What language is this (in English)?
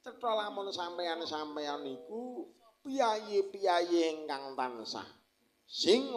Javanese